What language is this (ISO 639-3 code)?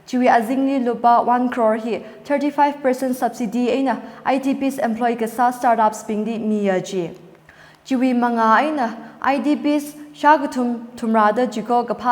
nmf